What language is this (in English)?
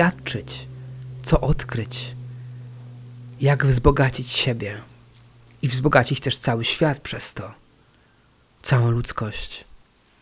Polish